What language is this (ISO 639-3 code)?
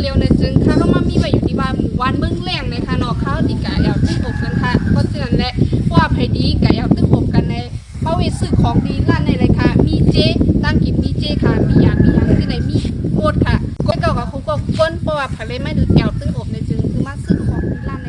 shn